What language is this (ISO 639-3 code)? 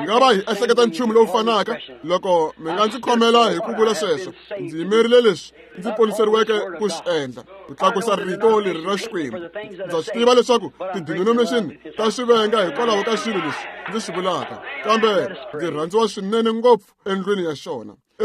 tso